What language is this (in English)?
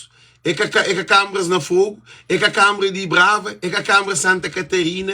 Kabuverdianu